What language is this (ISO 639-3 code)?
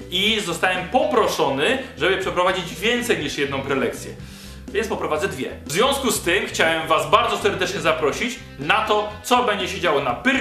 pol